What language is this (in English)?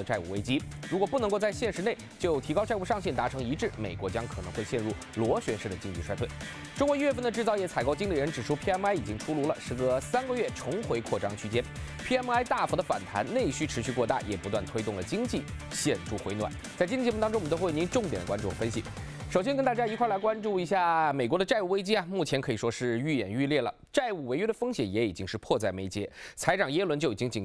Chinese